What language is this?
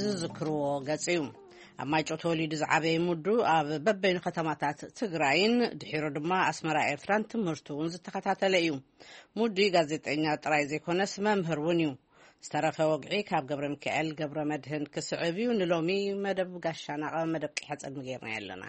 Tigrinya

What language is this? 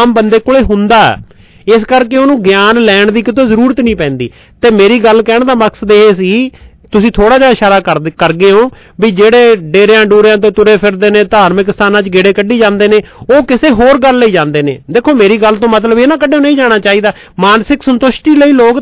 Punjabi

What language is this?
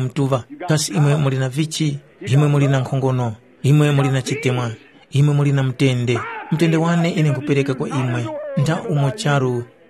Tumbuka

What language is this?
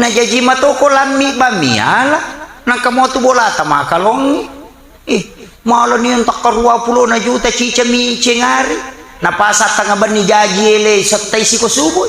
Buginese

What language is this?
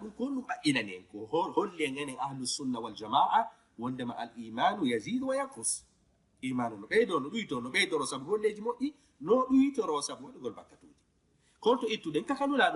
Fula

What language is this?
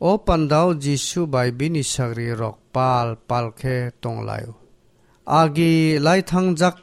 Kok Borok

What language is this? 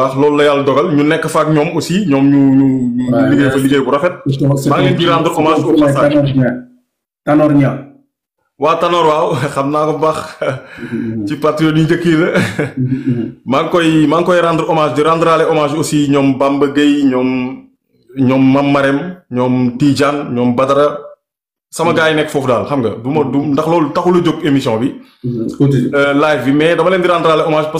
Wolof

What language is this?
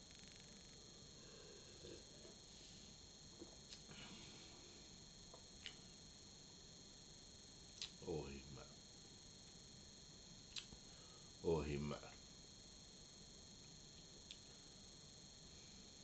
Norwegian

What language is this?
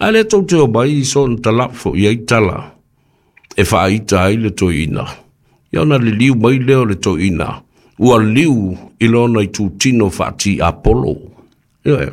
Samoan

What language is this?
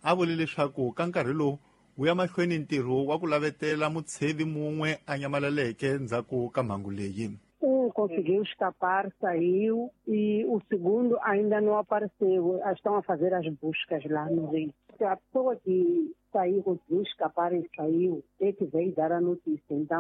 Tsonga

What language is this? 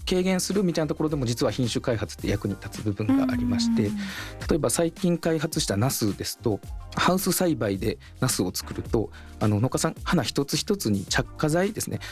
Japanese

